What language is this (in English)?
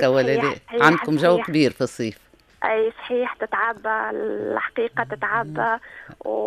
Tunisian Arabic